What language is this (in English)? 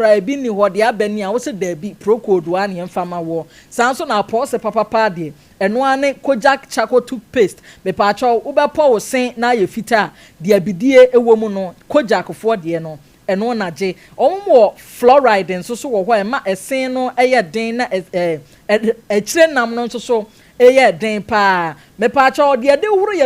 Akan